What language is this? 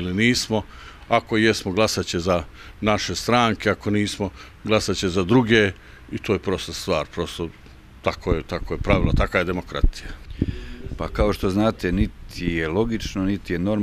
Bosnian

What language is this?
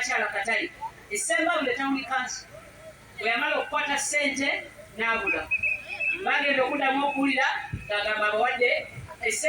Ganda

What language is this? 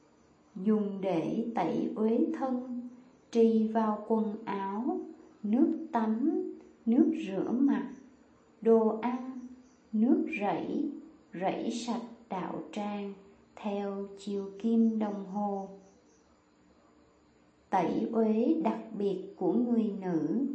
Vietnamese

